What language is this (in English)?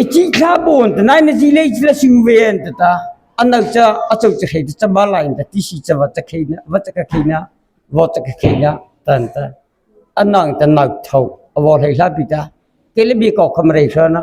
Mara Chin